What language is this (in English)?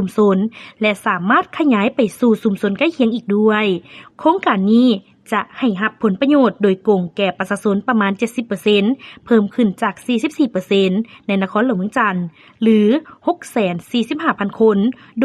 Lao